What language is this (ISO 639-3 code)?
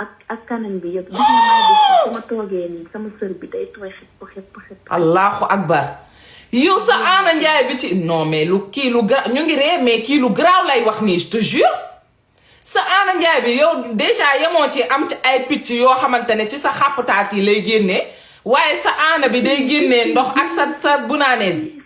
wol